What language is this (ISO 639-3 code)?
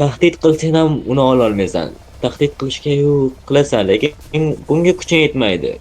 uzb